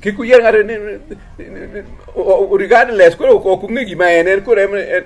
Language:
Luo (Kenya and Tanzania)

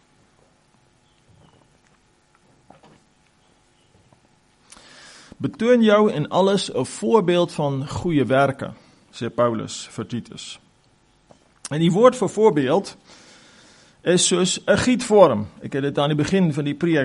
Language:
Afrikaans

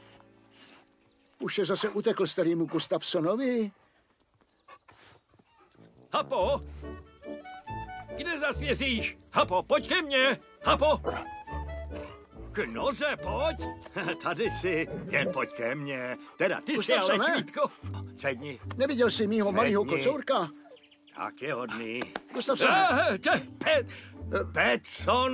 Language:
Czech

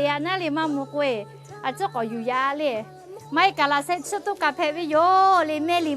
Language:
Lahu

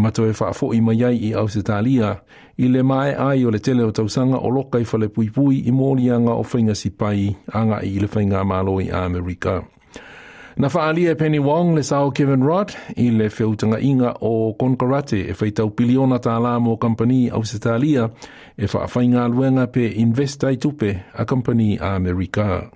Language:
Samoan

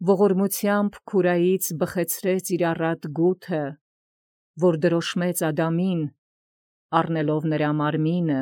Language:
Armenian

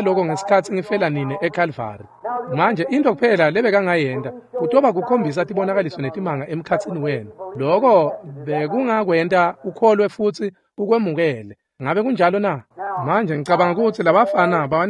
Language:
Swati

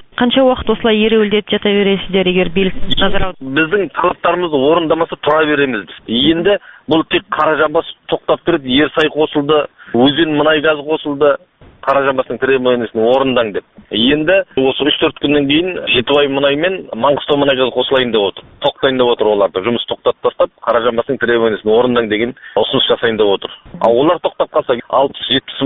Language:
Kazakh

